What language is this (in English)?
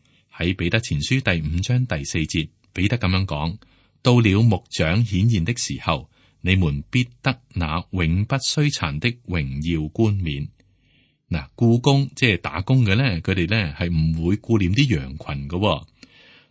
Cantonese